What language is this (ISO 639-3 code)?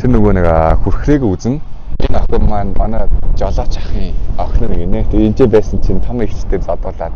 mon